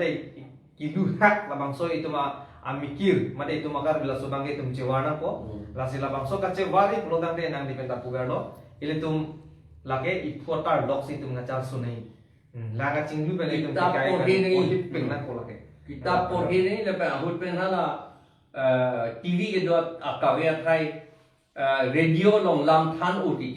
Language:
Karbi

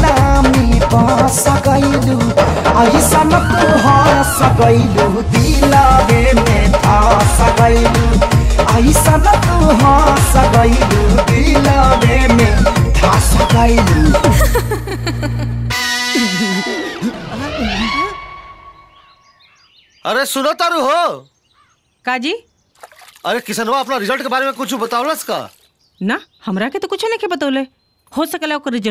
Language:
Bhojpuri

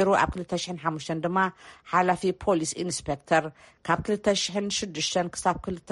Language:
Tigrinya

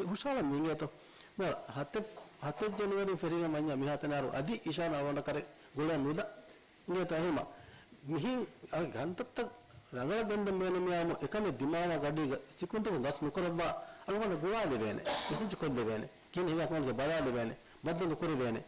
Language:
Divehi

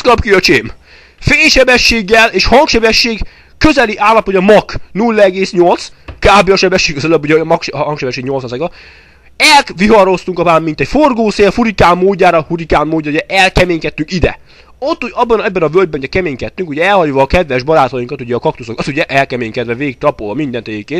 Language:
Hungarian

